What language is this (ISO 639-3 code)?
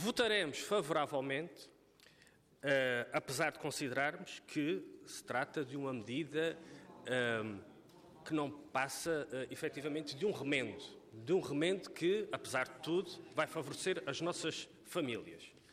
por